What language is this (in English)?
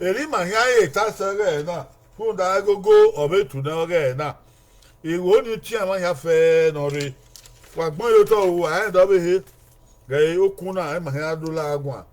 Bini